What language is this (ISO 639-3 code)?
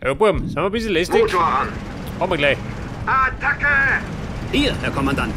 bar